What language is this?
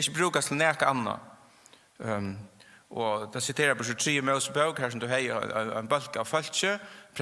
Faroese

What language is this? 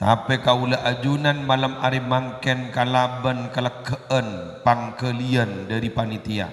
Madurese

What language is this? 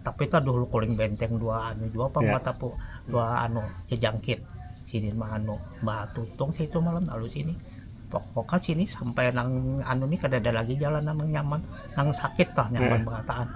Banjar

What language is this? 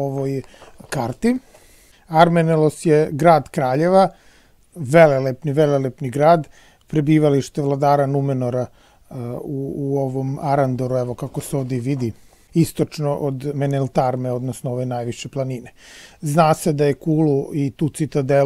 Serbian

